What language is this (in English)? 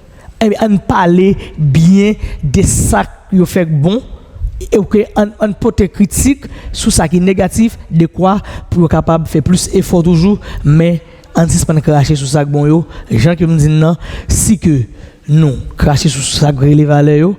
Haitian Creole